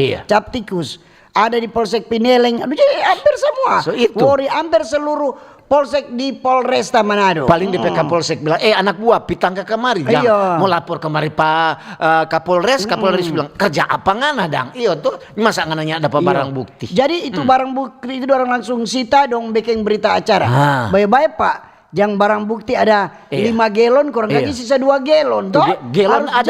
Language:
Manado Malay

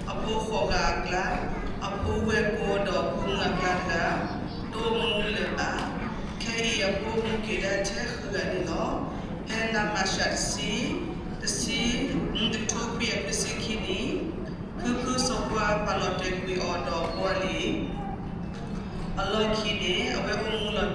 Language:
S'gaw Karen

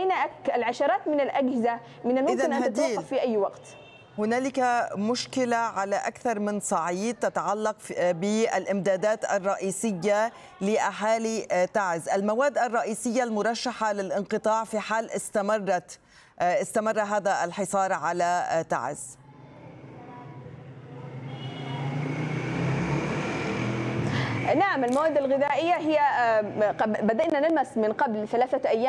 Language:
Arabic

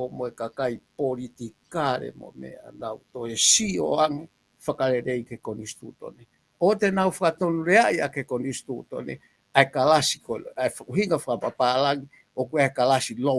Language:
Tongan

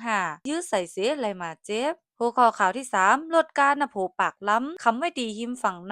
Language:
Shan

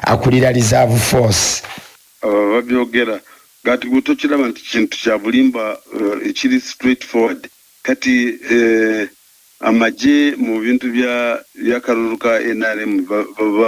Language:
Ganda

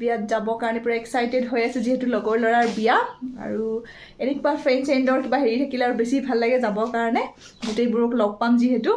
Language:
Assamese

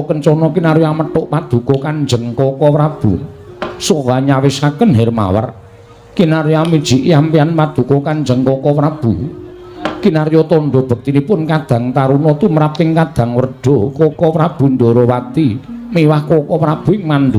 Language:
Javanese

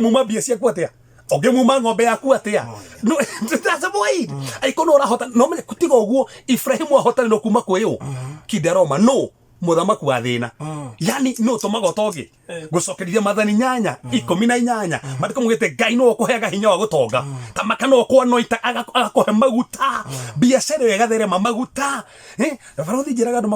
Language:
Kikuyu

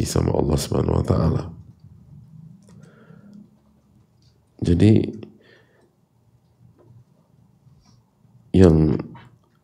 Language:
Indonesian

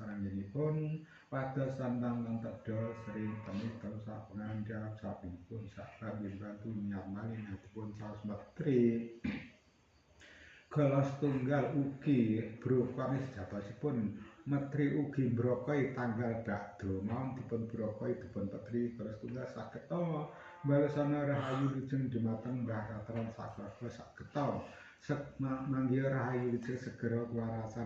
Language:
Javanese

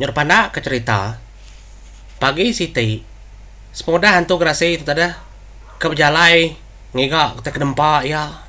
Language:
Iban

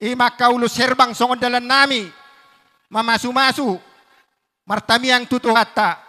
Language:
Batak Toba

